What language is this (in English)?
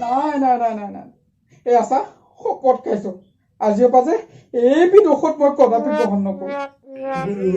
Assamese